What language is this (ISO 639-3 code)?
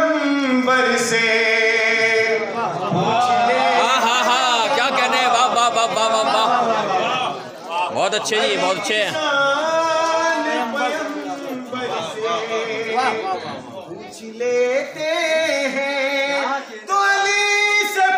hin